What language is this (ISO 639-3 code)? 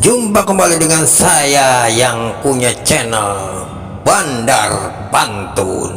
bew